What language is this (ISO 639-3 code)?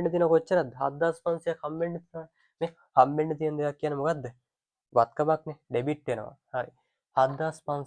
sin